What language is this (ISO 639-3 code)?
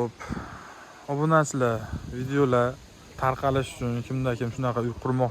uzb